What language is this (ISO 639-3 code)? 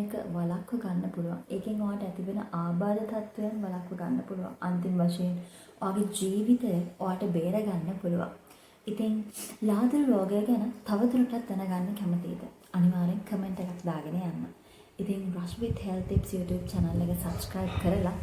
sin